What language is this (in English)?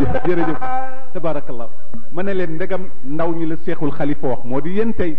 Wolof